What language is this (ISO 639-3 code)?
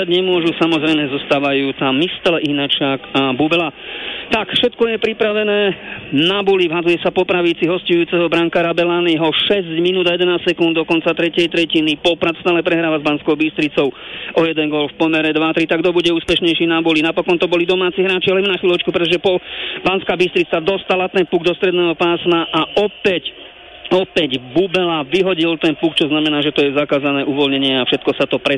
slk